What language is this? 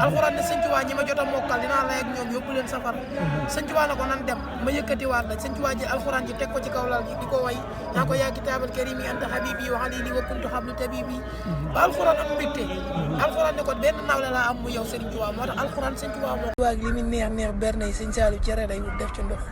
Wolof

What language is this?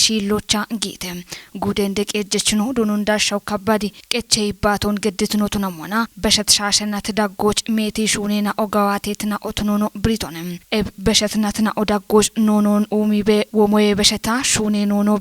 Kafa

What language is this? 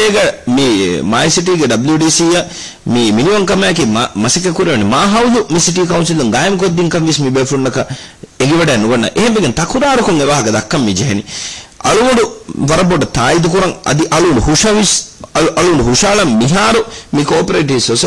Divehi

